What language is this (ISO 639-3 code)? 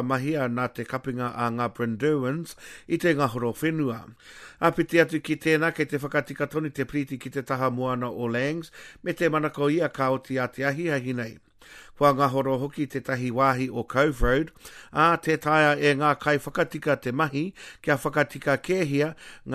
mri